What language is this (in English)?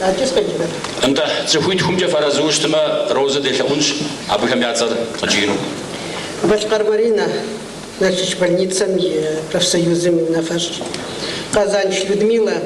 Kabardian